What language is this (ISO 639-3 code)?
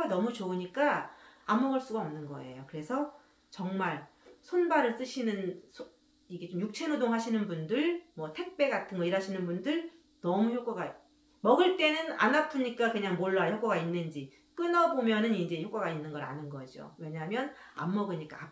kor